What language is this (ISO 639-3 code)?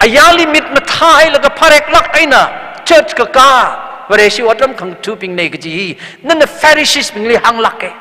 nmf